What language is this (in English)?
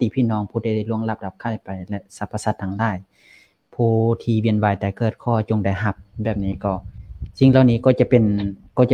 Lao